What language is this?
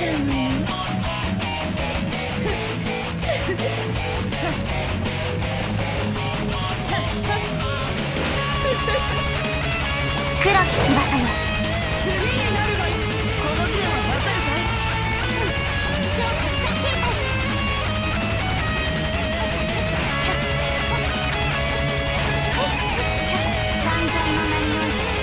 Japanese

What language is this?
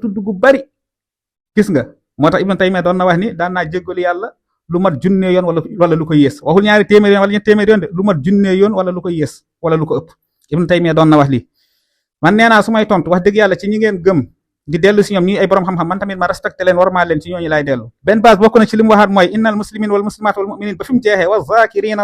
Wolof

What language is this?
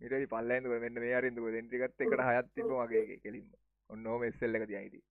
Sinhala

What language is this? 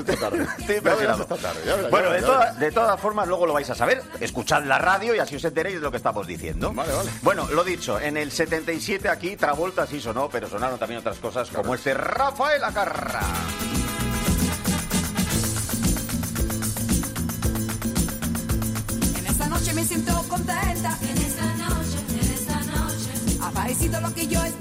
Spanish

